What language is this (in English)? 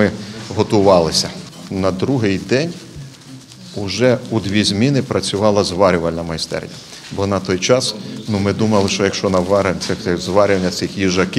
Ukrainian